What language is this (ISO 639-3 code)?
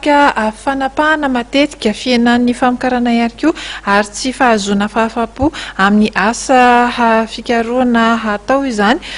mlg